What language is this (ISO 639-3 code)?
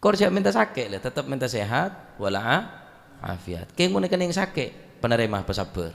mad